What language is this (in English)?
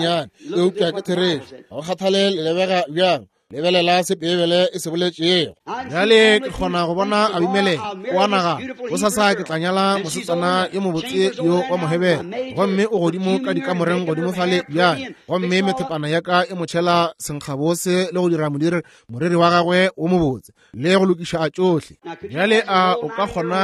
Northern Sotho